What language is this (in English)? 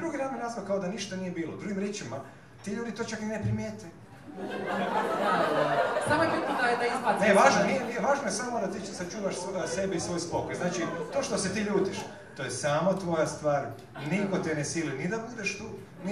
Croatian